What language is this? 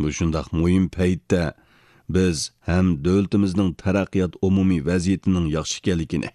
Uyghur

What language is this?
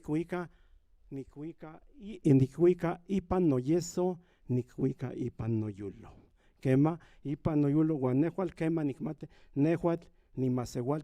Central Nahuatl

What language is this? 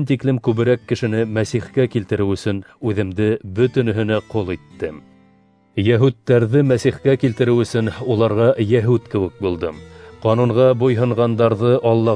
Bashkir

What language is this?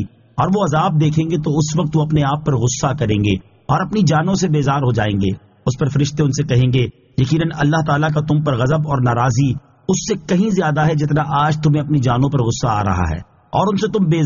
Urdu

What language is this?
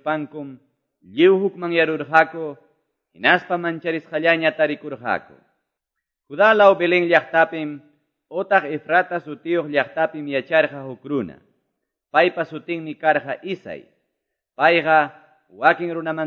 Quechua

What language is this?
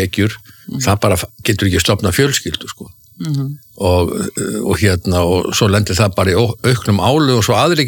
Icelandic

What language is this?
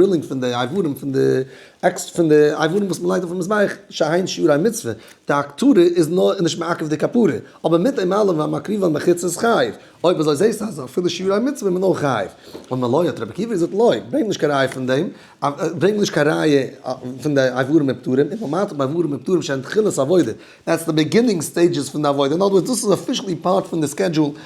Yiddish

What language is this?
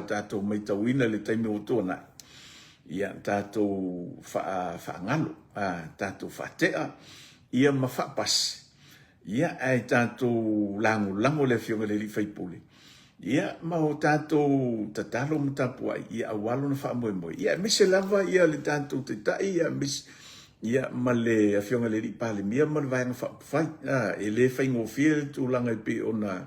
Samoan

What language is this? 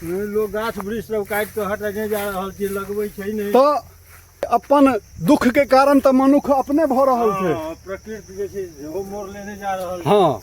Maithili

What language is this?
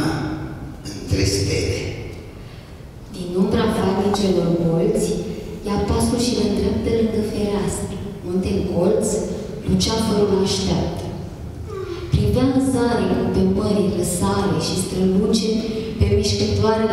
Romanian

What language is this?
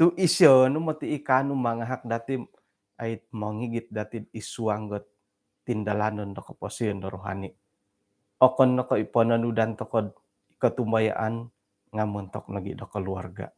Central Dusun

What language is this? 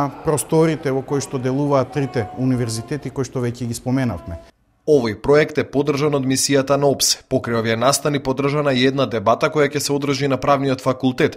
Macedonian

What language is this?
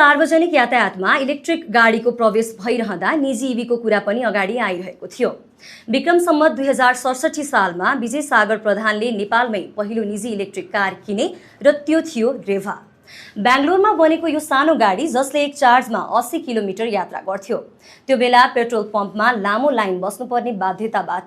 Nepali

